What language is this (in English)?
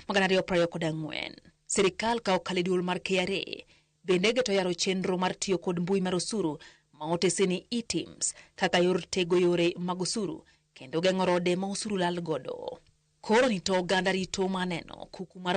Luo (Kenya and Tanzania)